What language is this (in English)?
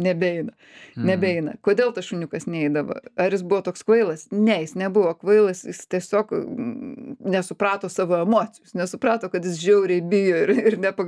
Lithuanian